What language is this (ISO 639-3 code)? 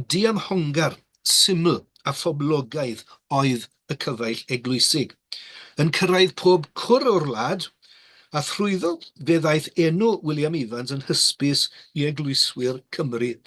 cym